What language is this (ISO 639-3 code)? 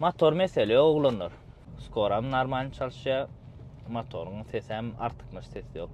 tuk